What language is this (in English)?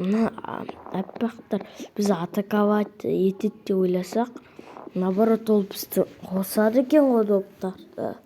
Kazakh